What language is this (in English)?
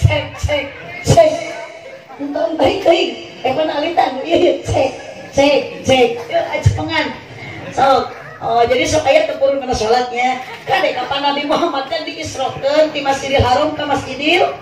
Sundanese